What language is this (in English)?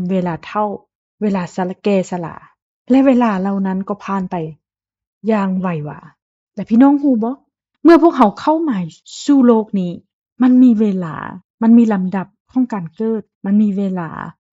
Lao